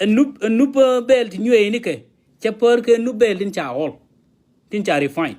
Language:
Nuer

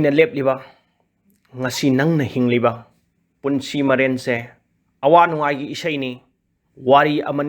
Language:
Manipuri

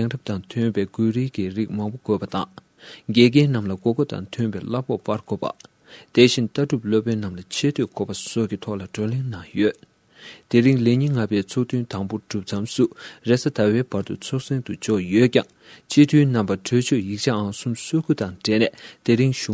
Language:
Tibetan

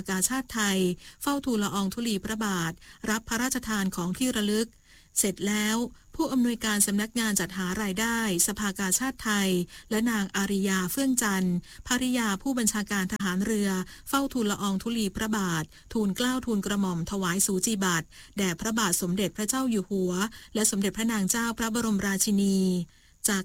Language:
Thai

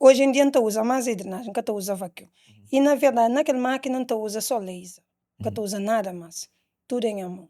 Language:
Kabuverdianu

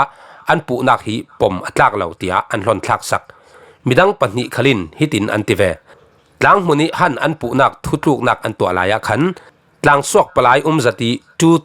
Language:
Falam Chin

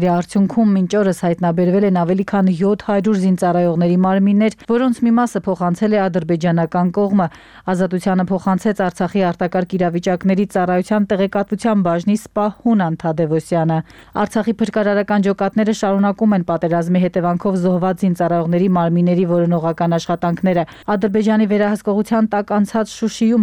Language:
Armenian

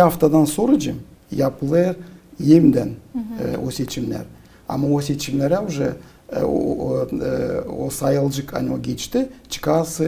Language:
Gagauz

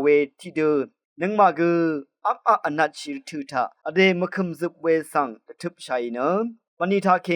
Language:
Rawang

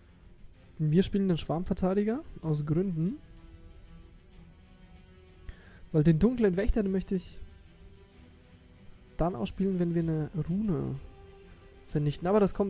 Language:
German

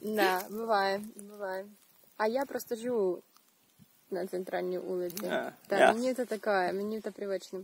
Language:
Rusyn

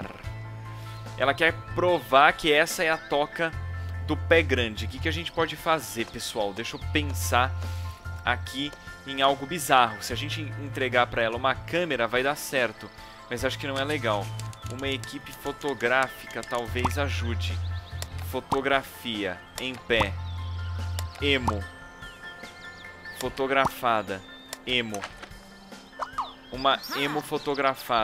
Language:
Portuguese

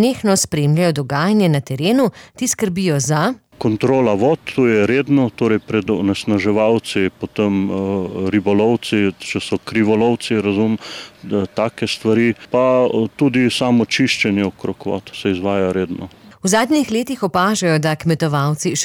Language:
Slovenian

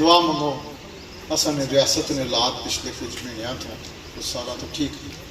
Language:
Pahari-Potwari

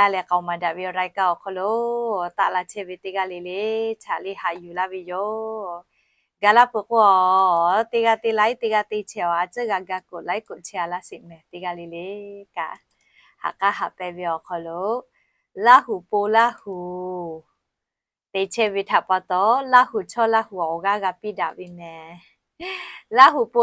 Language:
Lahu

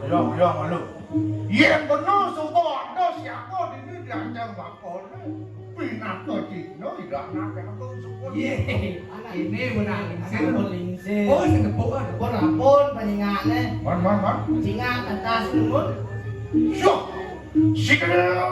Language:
Balinese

